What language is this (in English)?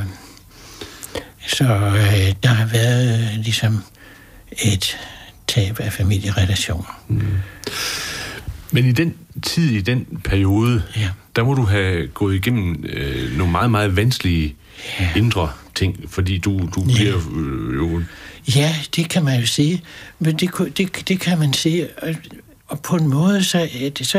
Danish